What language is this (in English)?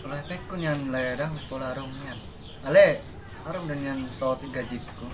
Batak Toba